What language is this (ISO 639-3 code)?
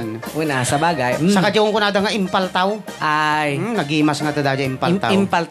ilo